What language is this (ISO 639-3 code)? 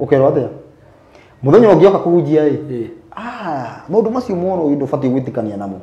kik